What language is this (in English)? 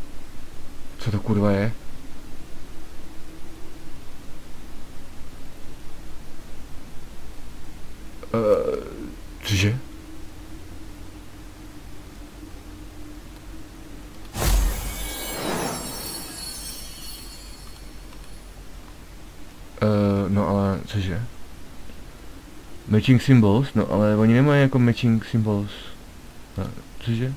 Czech